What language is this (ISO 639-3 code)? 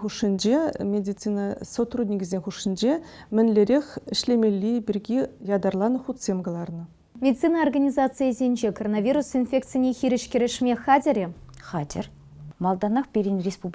chv